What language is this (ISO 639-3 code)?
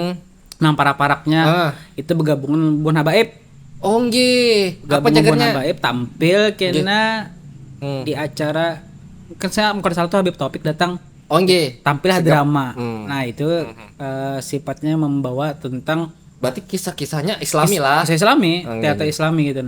bjn